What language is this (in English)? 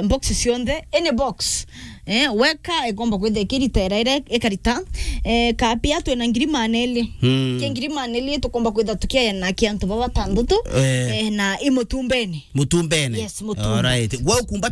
Meru